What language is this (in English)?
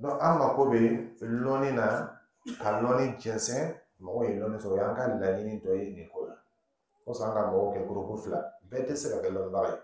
Dyula